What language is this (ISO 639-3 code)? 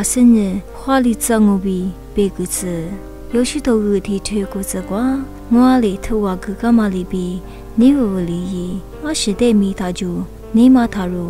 lis